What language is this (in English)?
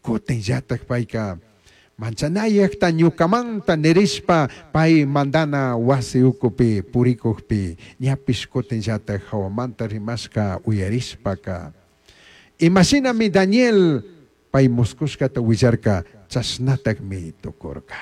Chimborazo Highland Quichua